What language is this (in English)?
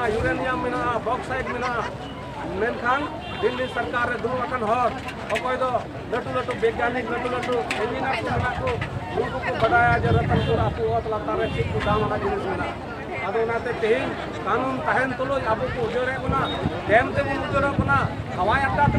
Santali